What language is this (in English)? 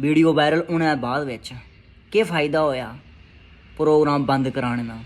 Dogri